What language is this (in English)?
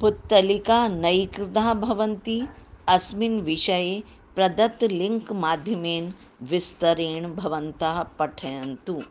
Sanskrit